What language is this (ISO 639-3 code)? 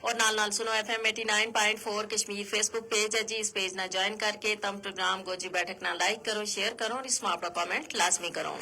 gju